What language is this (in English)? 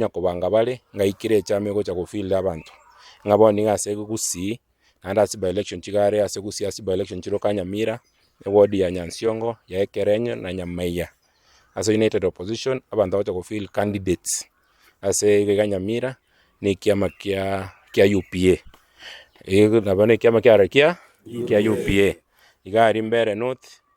Gusii